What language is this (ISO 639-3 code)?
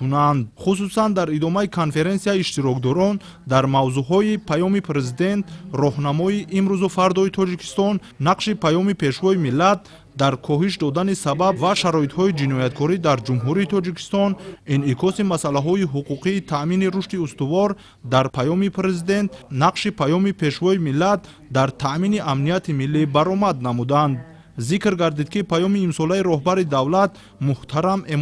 tgk